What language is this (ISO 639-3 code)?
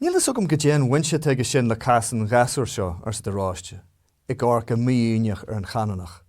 gle